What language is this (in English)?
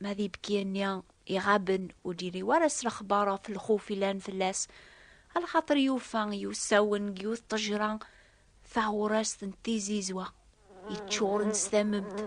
Kabyle